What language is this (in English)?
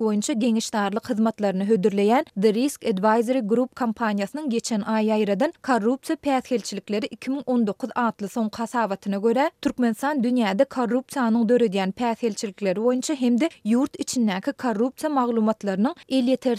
Turkmen